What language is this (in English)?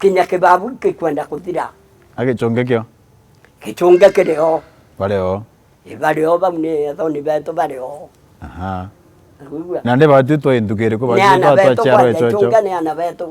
Meru